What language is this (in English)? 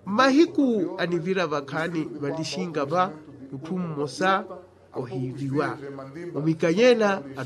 Makhuwa